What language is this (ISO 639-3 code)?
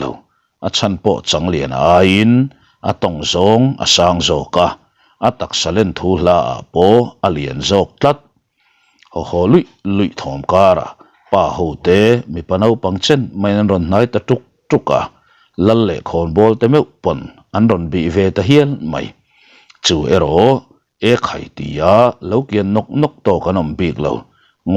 lus